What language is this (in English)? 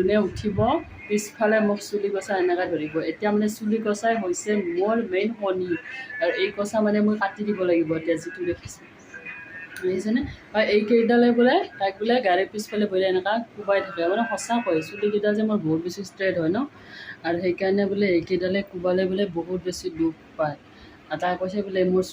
Assamese